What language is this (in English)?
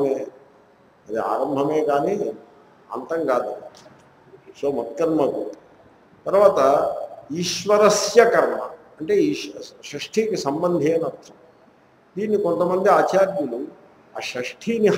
Telugu